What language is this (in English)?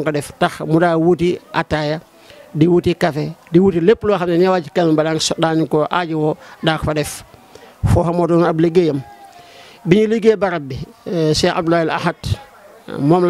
Wolof